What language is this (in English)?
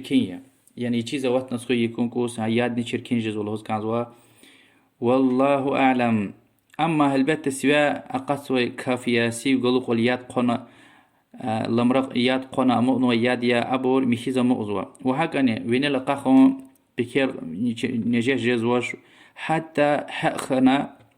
Lezghian